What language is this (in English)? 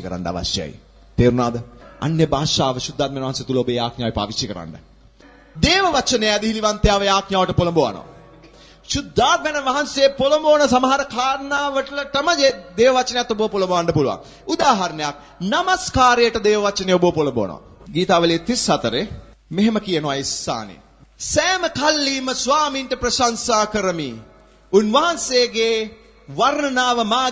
Sinhala